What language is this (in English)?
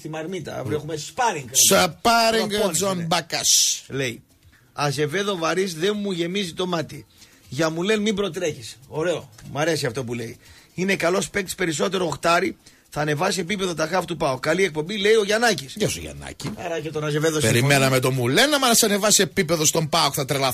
Greek